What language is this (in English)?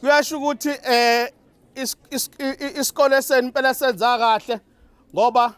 Zulu